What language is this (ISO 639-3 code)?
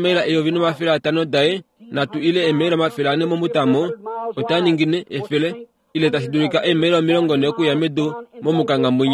kua